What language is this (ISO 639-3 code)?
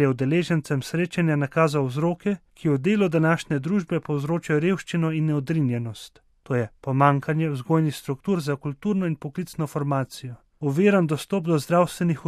slv